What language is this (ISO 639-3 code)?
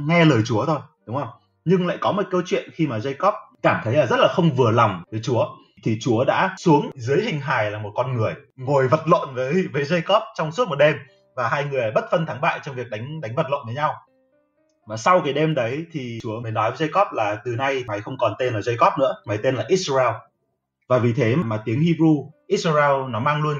vie